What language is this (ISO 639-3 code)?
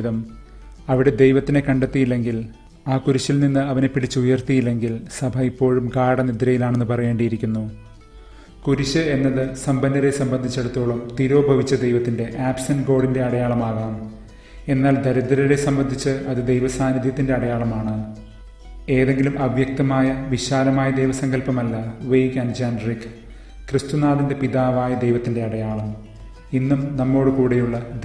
mal